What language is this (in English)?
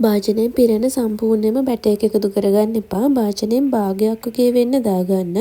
Sinhala